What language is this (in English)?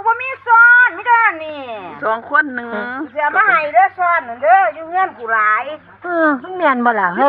Northeastern Thai